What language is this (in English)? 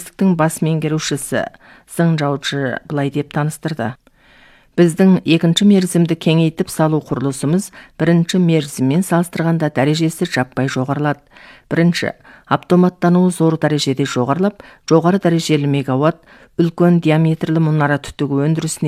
Kazakh